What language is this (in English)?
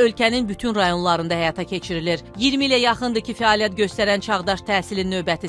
Azerbaijani